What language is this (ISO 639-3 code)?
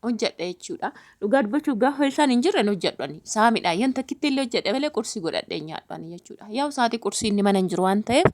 orm